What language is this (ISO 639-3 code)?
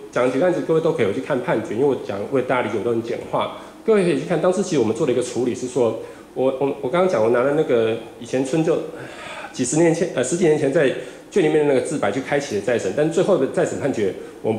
zho